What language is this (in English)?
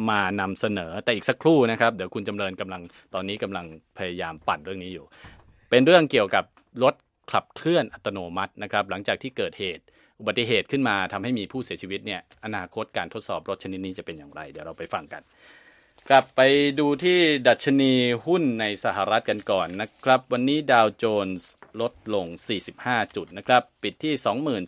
Thai